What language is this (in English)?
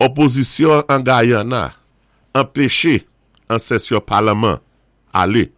Saint Lucian Creole French